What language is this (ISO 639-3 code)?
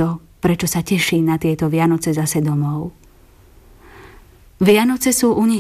slk